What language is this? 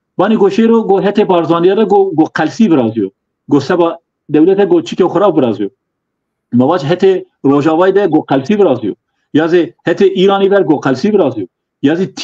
Zaza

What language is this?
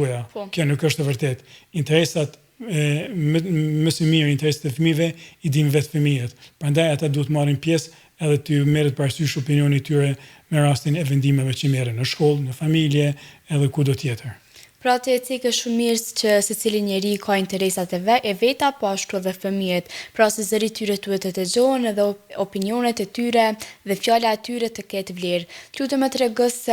Albanian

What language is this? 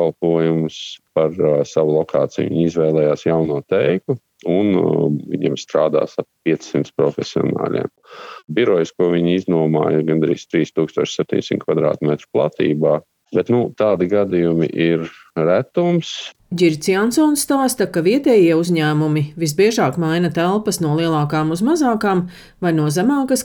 Latvian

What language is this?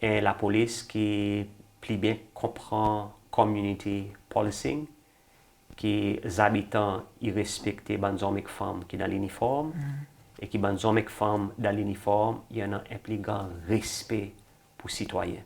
Seselwa Creole French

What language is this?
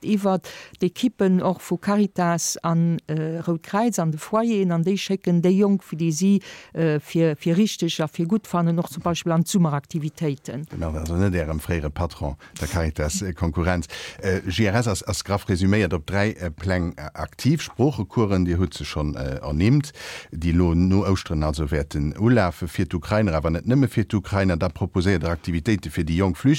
Luxembourgish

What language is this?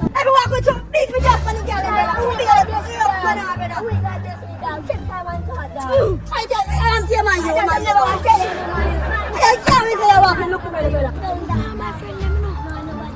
Jamaican Creole English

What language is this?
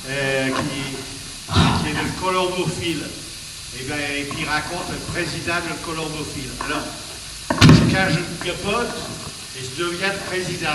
Picard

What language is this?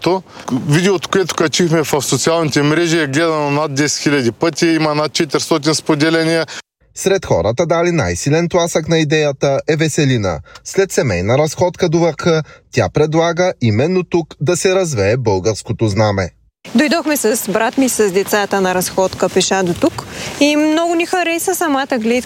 Bulgarian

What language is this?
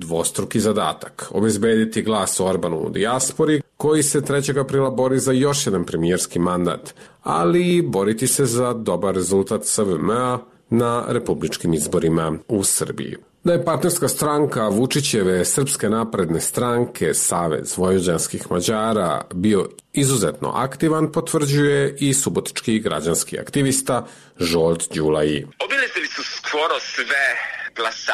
Serbian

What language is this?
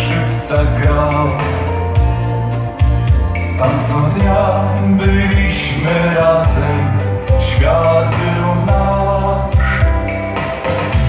Polish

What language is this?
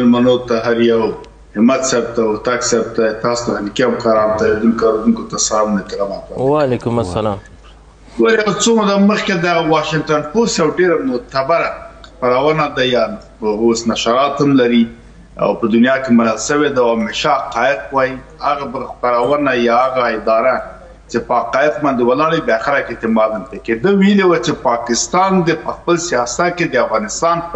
Pashto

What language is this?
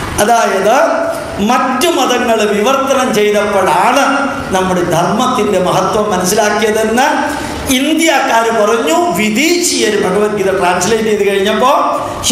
Malayalam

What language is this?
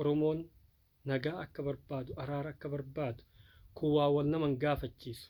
Oromo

